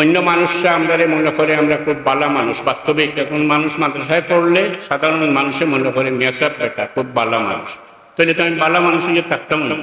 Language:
Sylheti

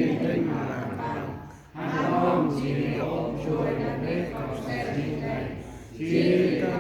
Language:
Central Mnong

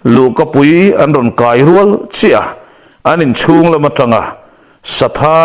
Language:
Mizo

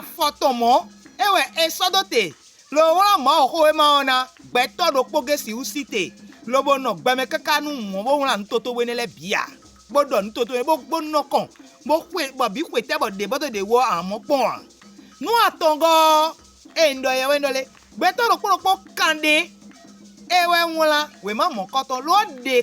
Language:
Fon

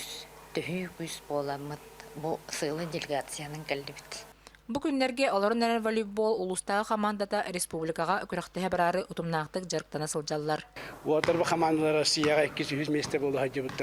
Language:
Yakut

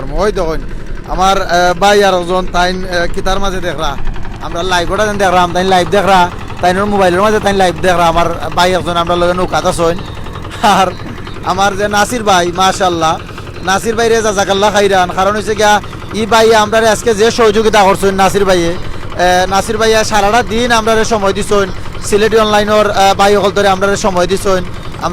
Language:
Sylheti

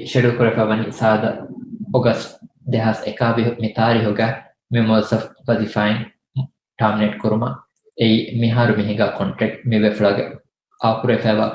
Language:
Divehi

